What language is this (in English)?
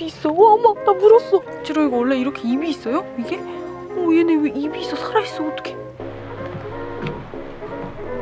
Korean